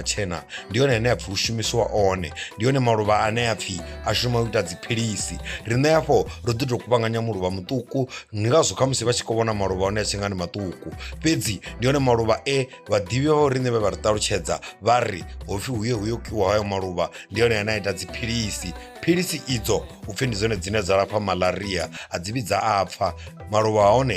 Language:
Venda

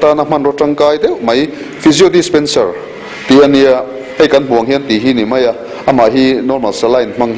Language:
Mizo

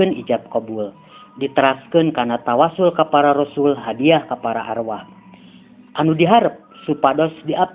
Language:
Sundanese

